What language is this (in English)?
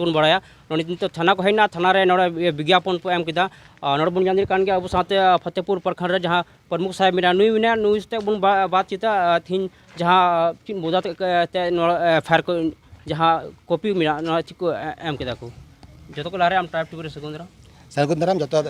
Santali